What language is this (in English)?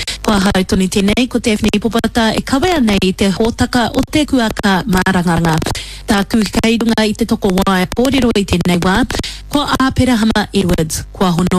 Māori